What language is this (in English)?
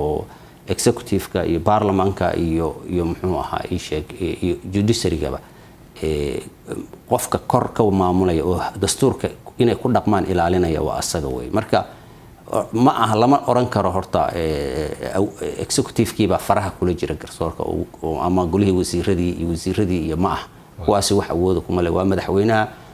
Somali